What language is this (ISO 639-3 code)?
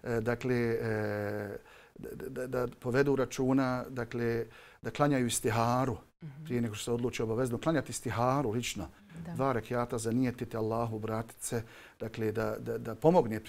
bos